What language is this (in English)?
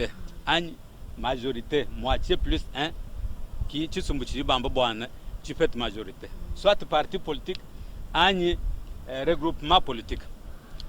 Luba-Lulua